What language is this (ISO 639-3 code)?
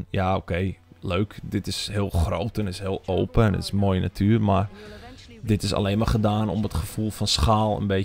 nld